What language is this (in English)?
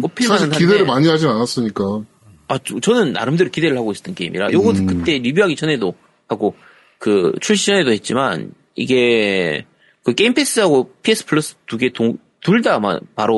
Korean